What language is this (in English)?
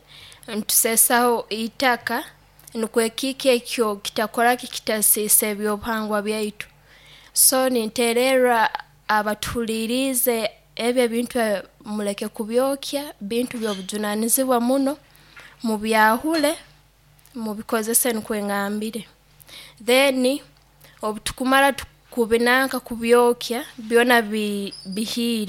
Nyoro